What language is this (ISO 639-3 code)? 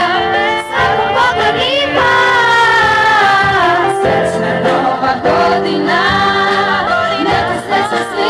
srp